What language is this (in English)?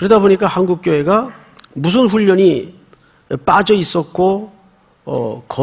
Korean